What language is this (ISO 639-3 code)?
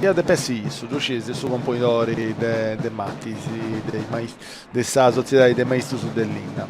srd